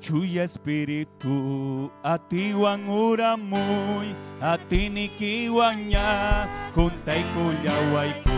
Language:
Ayacucho Quechua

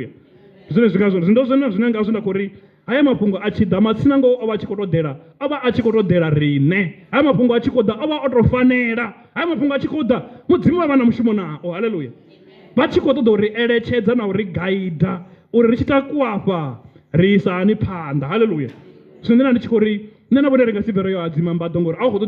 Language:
Venda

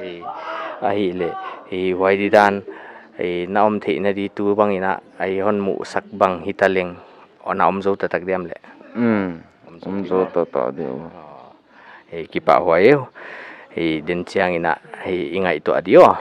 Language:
Paite Chin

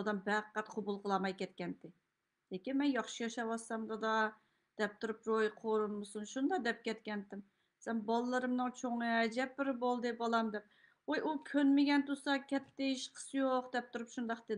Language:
Uyghur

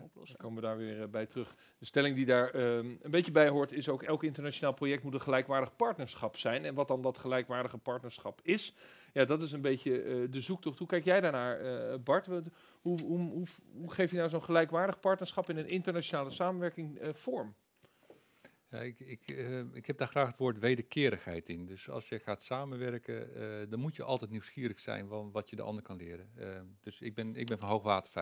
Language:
Dutch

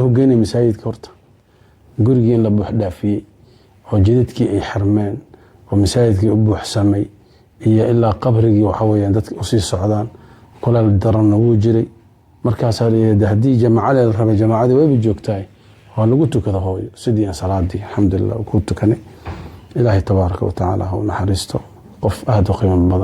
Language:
Somali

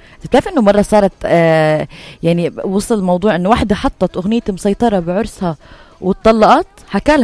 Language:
North Levantine Arabic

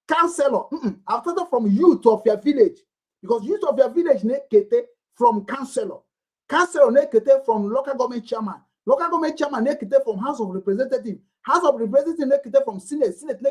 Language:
Igbo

